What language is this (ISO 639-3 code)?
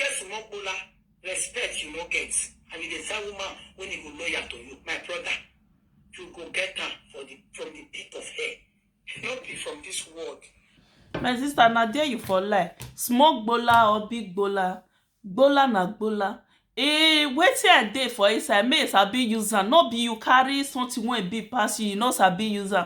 pcm